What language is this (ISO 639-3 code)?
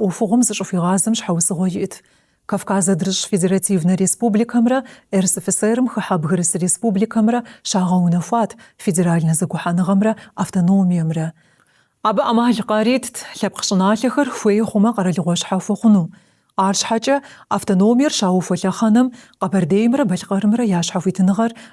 kbd